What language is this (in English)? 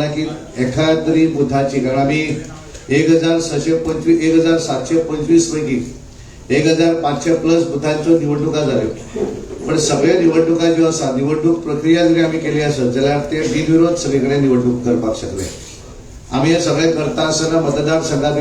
Konkani